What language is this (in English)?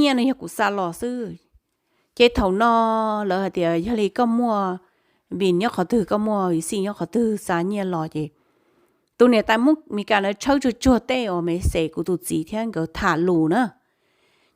Hmong